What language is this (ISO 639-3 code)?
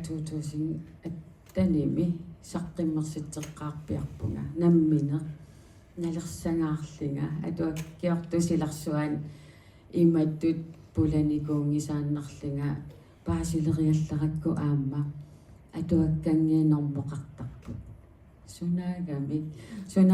kal